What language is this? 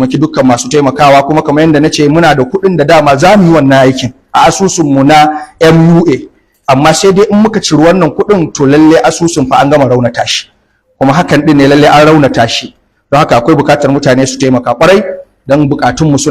Hausa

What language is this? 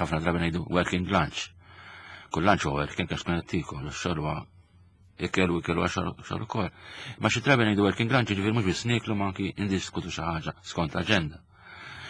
Maltese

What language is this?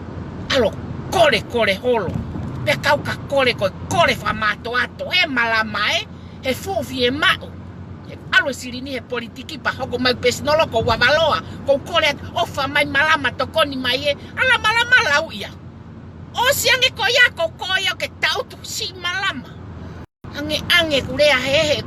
Tongan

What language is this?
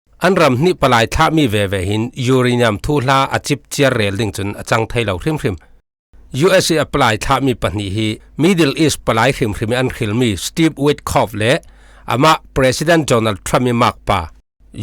Falam Chin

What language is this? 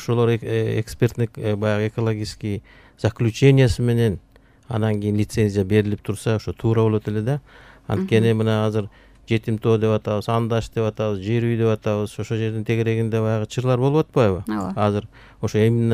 Kyrgyz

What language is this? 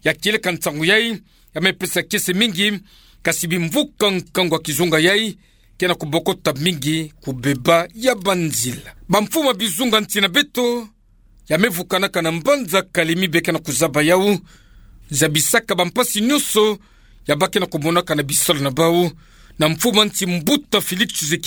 Kituba (Democratic Republic of Congo)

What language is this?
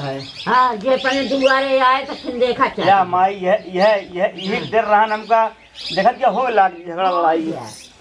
Awadhi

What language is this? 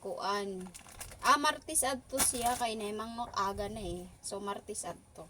Waray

